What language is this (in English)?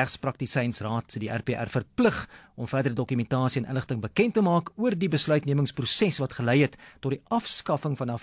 Afrikaans